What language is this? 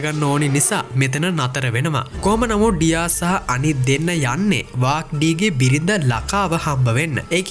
Sinhala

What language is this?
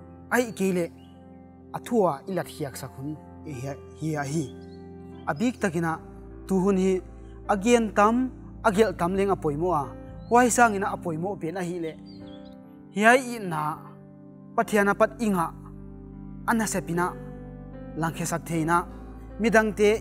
Paite Chin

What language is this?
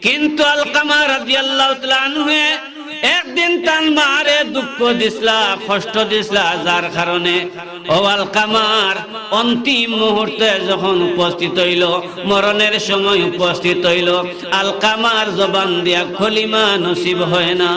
Sylheti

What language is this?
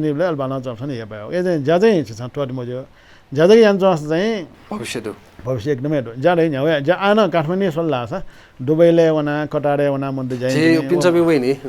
Newari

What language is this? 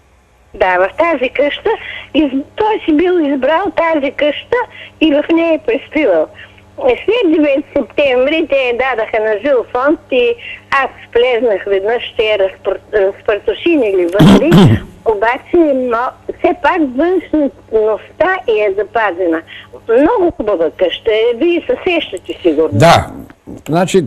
Bulgarian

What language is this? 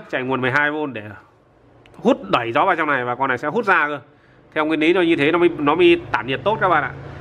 Vietnamese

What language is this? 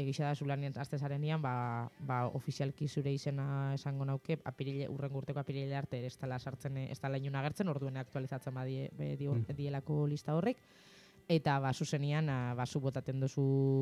Basque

